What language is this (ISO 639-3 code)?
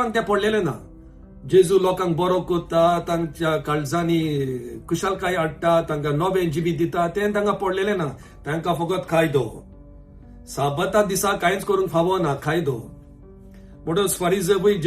kok